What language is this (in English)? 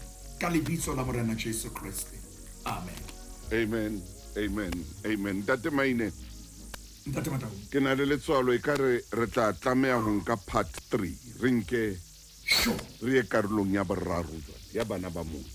Southern Sotho